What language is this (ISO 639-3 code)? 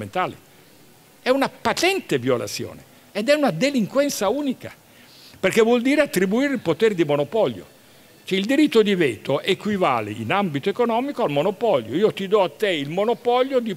ita